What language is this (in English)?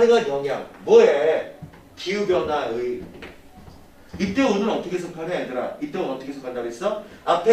Korean